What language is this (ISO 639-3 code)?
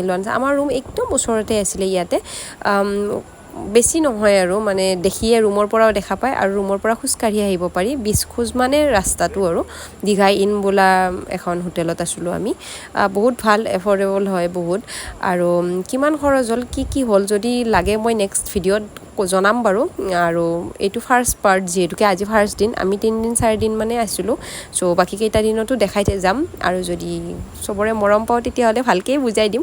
asm